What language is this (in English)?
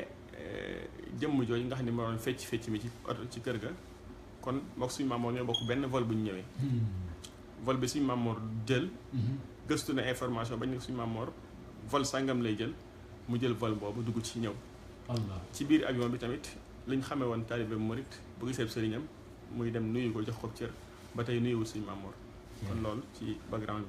Wolof